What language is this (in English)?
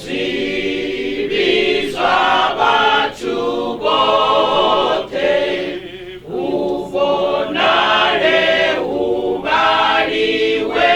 Venda